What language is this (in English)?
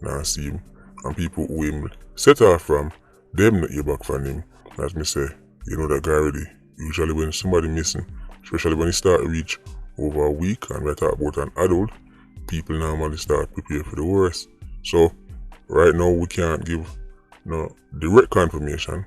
Jamaican Creole English